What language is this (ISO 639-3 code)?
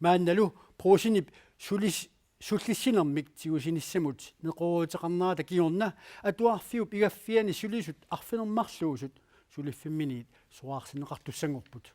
kal